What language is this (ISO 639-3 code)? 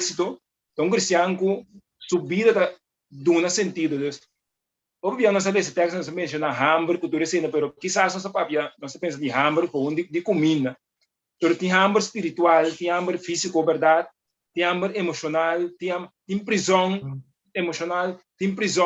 pap